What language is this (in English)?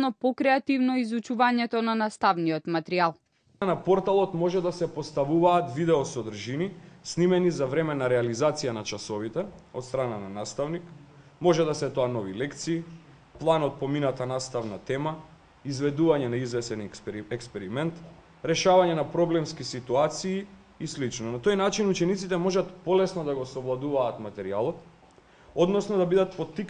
Macedonian